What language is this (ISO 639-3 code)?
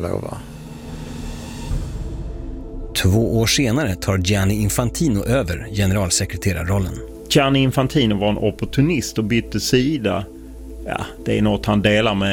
swe